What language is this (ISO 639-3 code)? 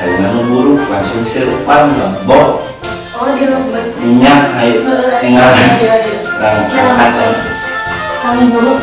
sun